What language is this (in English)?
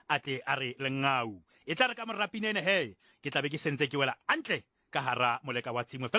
Tswana